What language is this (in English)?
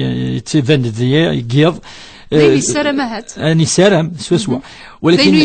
Kabyle